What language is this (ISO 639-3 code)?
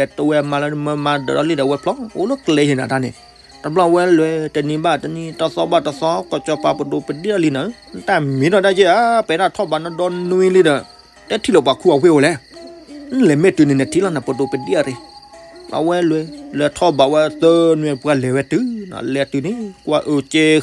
ksw